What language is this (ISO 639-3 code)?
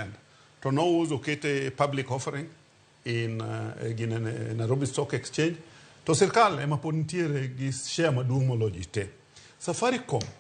luo